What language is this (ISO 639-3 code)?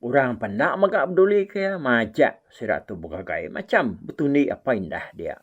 iba